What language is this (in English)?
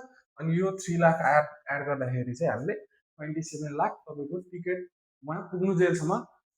Nepali